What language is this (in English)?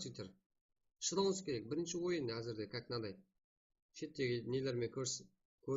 Kara-Kalpak